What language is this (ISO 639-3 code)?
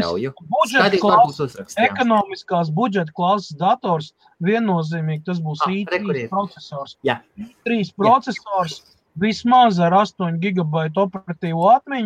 lav